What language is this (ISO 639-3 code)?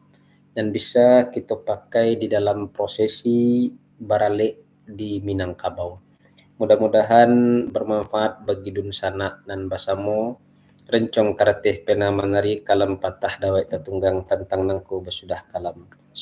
min